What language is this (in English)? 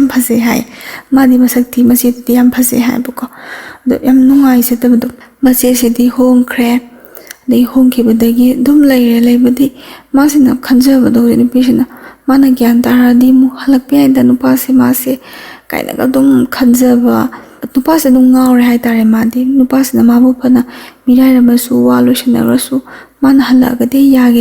Manipuri